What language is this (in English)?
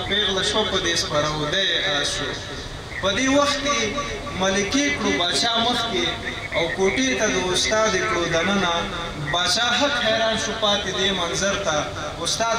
Pashto